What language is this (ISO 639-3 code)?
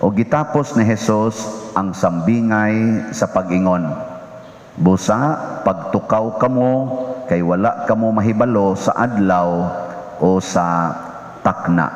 ceb